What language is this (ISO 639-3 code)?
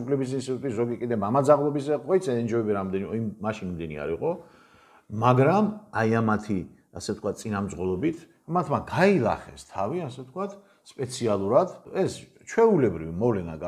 kat